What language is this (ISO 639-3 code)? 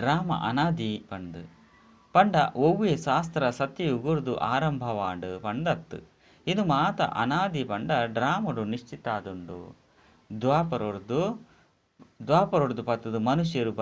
tcy